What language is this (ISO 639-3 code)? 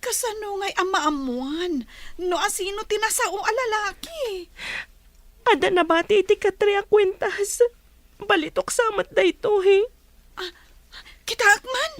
ilo